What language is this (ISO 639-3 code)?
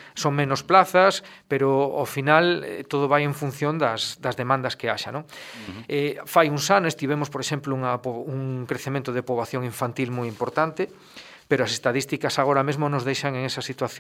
glg